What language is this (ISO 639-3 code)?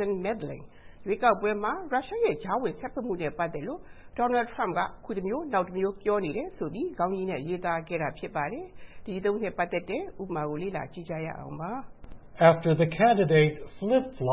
mya